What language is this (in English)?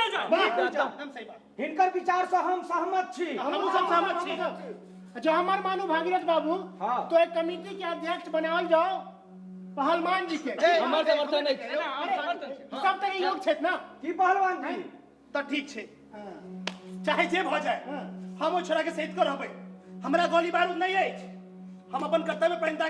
Maithili